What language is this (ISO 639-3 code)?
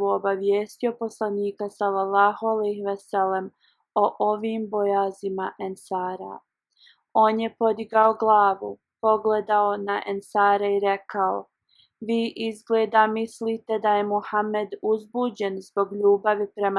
bos